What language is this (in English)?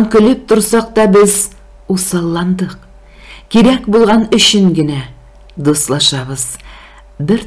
Tatar